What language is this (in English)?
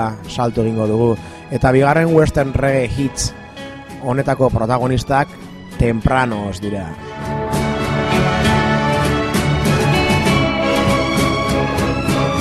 Basque